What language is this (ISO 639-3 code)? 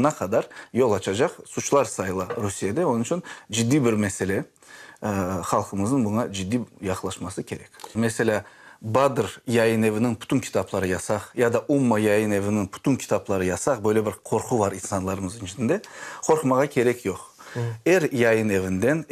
crh